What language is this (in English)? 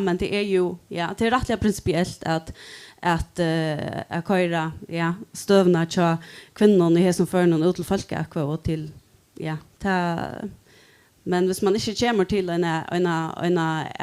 Faroese